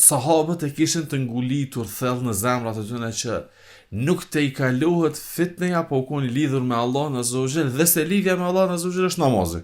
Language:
Albanian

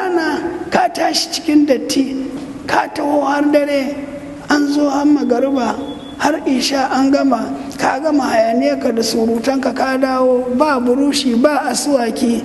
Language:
Hausa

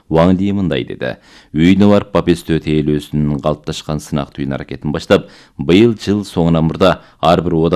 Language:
Kyrgyz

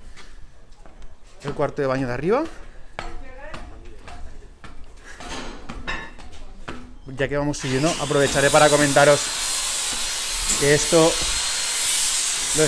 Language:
Spanish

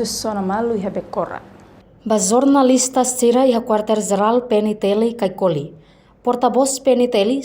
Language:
Tetum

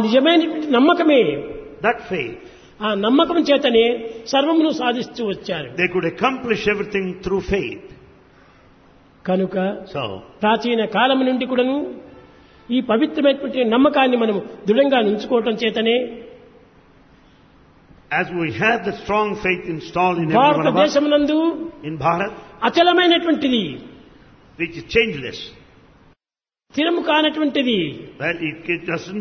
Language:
Telugu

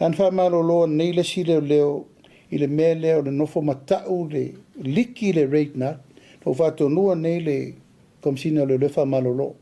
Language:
Samoan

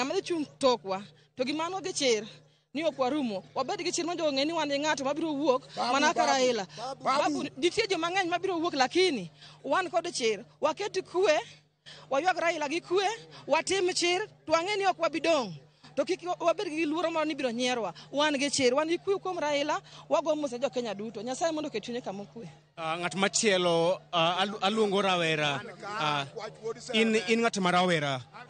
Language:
Luo (Kenya and Tanzania)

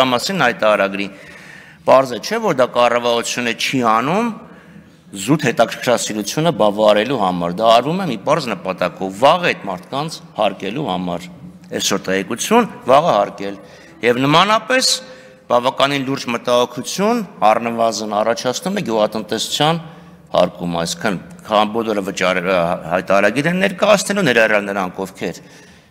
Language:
Armenian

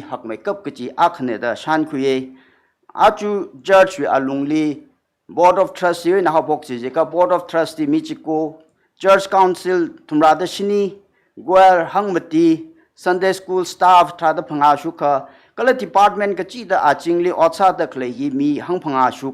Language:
Tangkhul Naga (India)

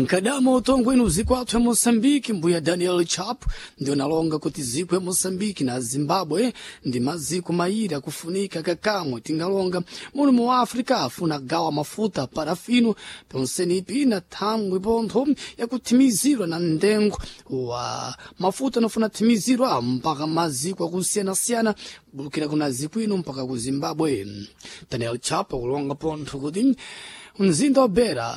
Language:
Sena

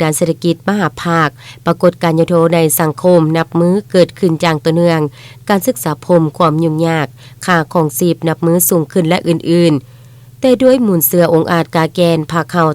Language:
Lao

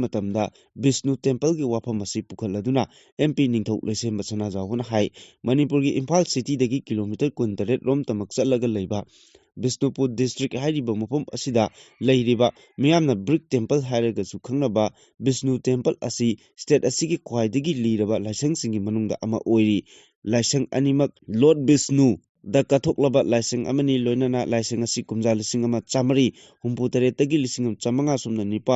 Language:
Manipuri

